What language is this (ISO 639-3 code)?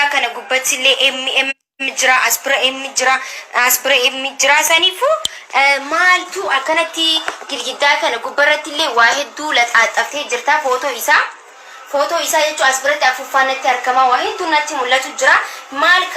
orm